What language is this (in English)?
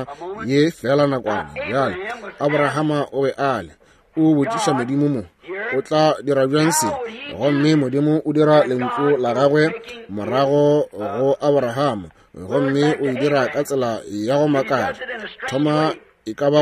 Northern Sotho